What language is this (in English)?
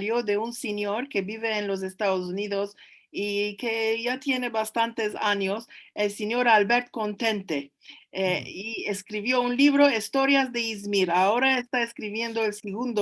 Ladino